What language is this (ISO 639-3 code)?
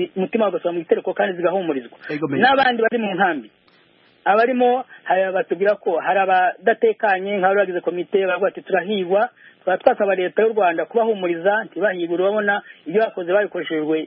kin